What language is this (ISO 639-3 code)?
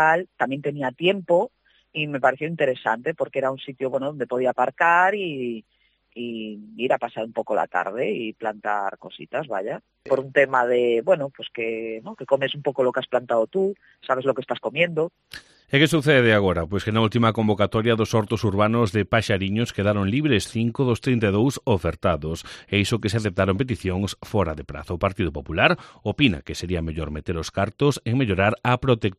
glg